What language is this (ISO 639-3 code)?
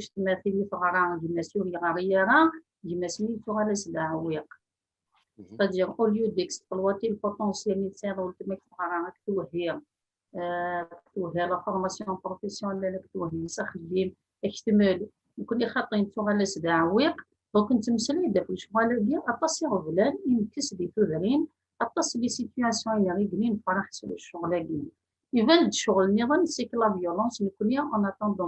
kab